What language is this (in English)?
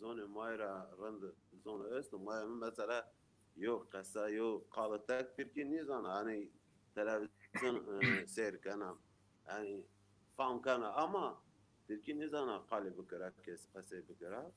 Zaza